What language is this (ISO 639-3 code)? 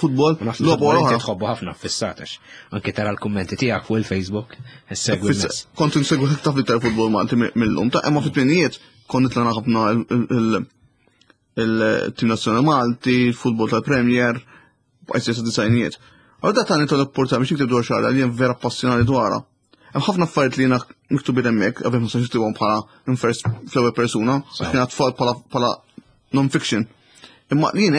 mlt